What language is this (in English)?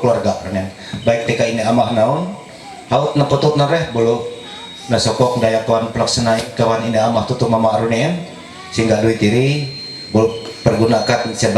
Ma'anyan